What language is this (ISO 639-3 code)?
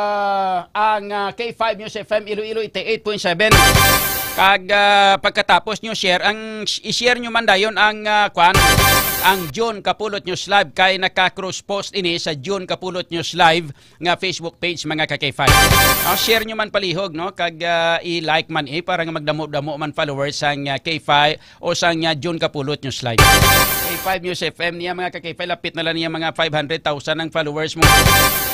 hil